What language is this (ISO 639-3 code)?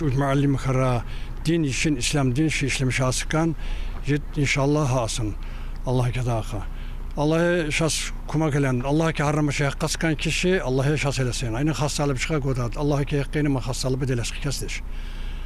tkr